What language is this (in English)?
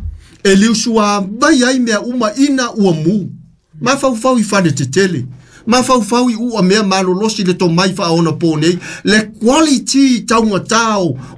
Samoan